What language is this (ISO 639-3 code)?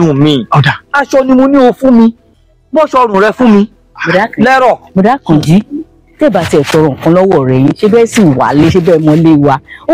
yor